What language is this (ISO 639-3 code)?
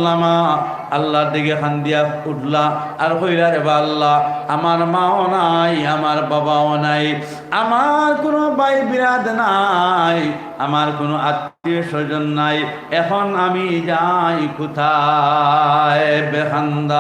syl